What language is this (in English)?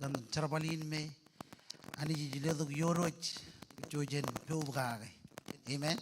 Marshallese